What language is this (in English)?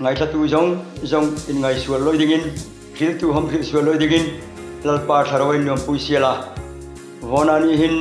Hmar